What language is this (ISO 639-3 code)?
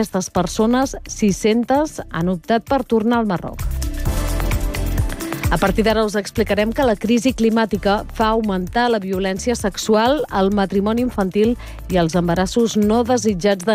cat